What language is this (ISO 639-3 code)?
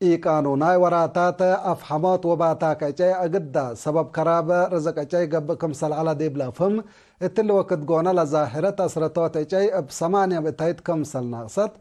tig